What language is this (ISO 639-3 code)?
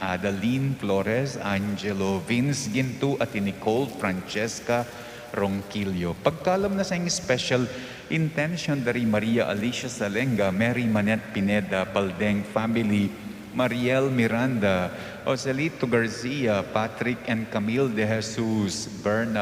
pam